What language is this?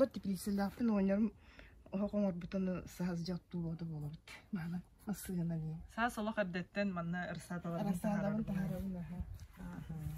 Yakut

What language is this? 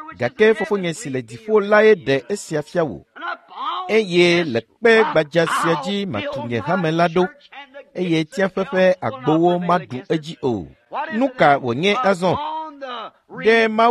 Ewe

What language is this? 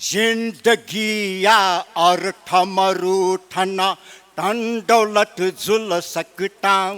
Newari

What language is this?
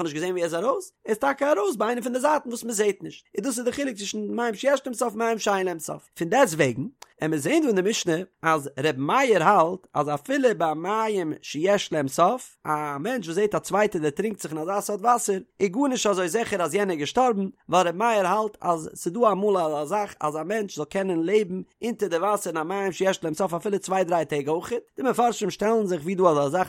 Yiddish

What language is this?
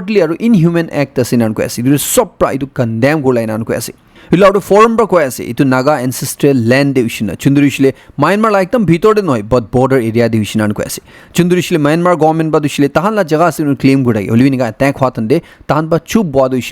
Naga Pidgin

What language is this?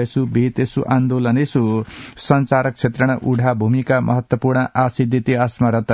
Sanskrit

